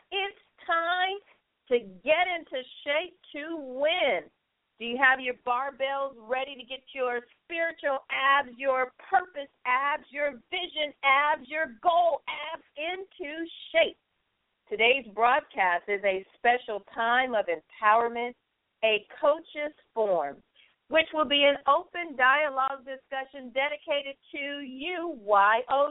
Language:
English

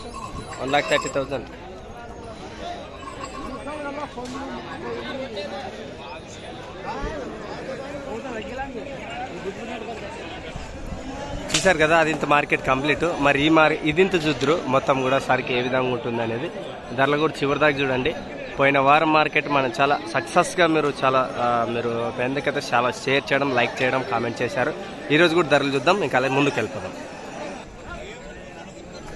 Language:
Telugu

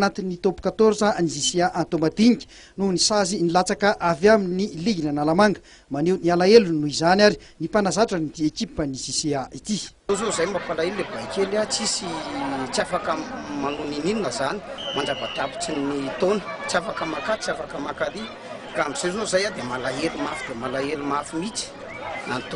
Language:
Malagasy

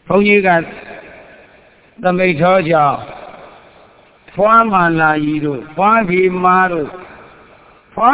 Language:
Burmese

